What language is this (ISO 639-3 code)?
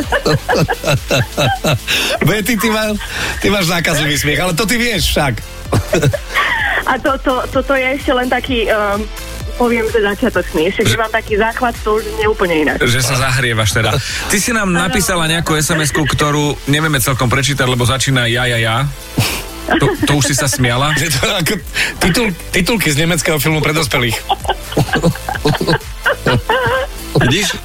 slk